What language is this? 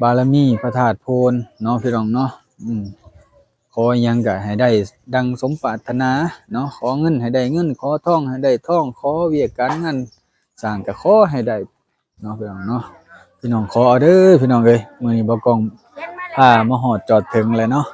Lao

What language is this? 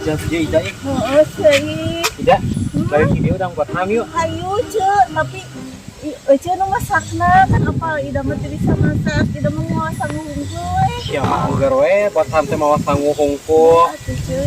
Sundanese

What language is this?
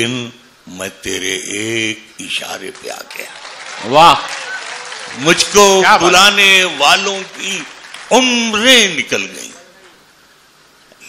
Urdu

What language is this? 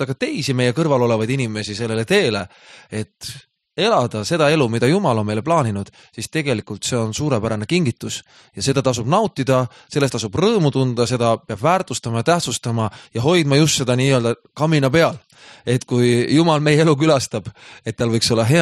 Estonian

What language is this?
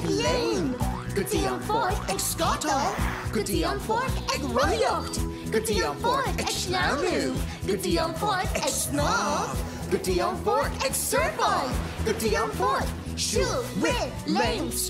Irish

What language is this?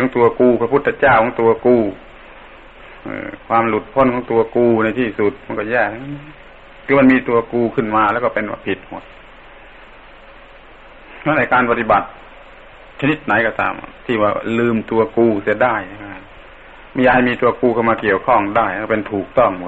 Thai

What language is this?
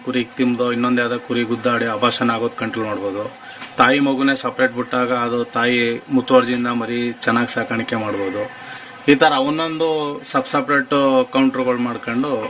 Kannada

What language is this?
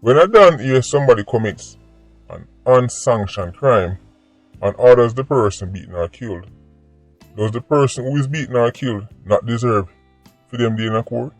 Jamaican Creole English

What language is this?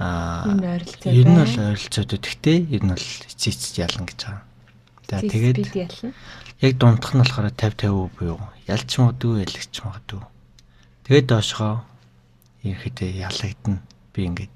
Mongolian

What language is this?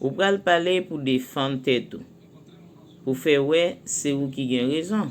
Haitian Creole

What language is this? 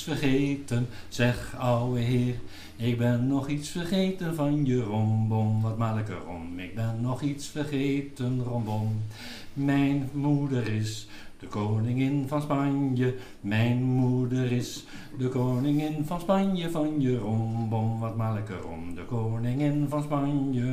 Dutch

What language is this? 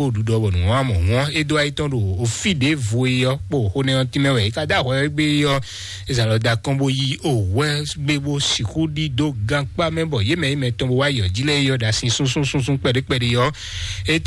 Fon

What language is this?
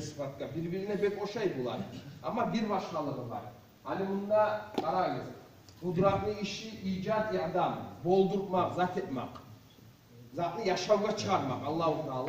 Kumyk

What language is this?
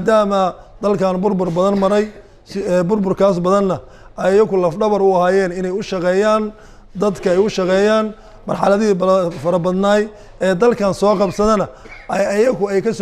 Somali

